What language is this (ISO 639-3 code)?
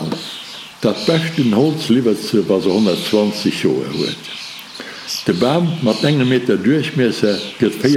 ltz